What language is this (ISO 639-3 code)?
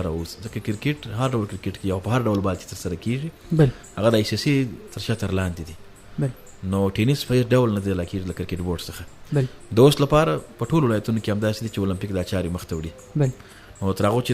pus